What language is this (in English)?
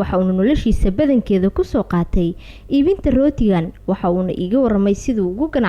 Somali